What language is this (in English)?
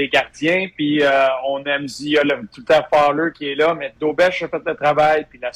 French